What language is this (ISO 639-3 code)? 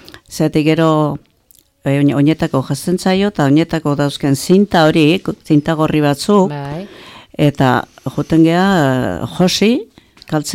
eus